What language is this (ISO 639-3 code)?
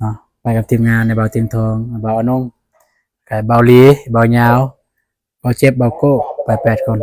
lao